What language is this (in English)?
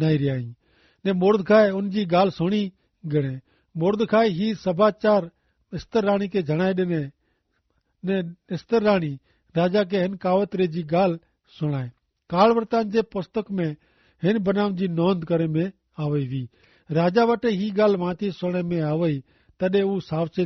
Kachhi